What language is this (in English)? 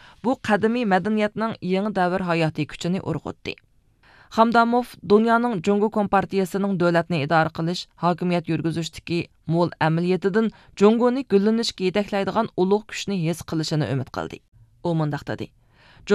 Uyghur